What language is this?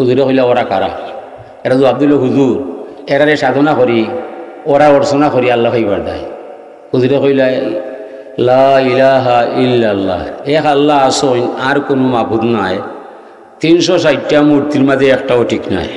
Sylheti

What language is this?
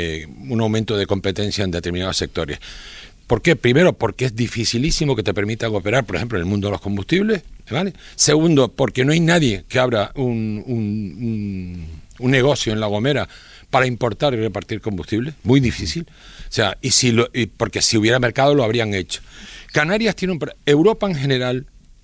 Spanish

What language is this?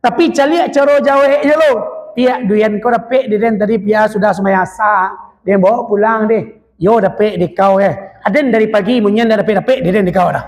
Minangkabau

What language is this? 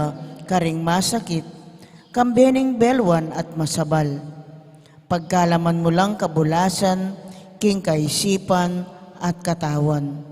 Pampanga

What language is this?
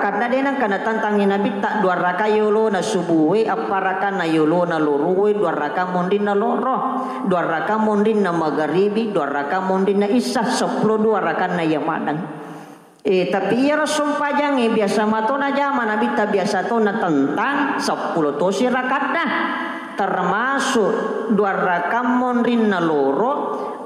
Buginese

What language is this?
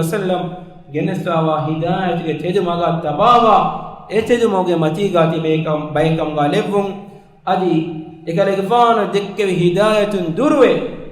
Divehi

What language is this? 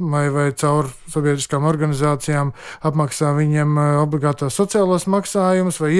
Latvian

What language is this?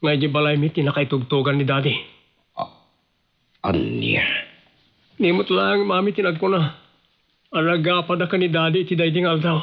Iloko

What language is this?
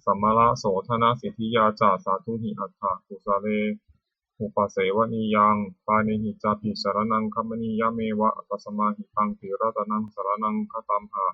Pali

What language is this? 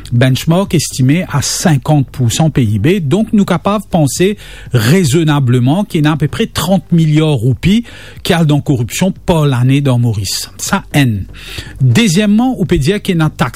Morisyen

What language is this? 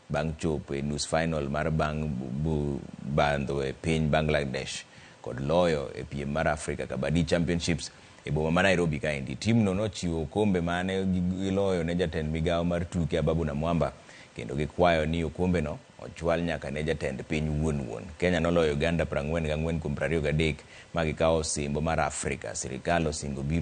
Luo (Kenya and Tanzania)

